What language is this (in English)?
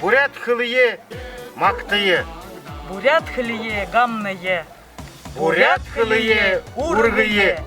Buriat